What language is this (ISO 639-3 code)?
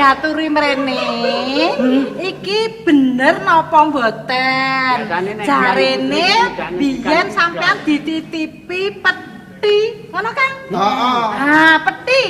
jav